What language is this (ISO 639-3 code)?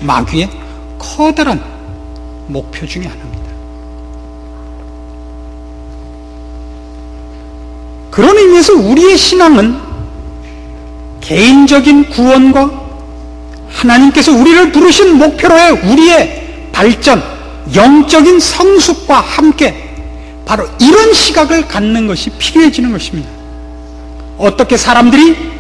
kor